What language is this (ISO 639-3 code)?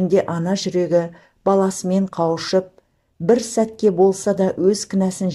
kaz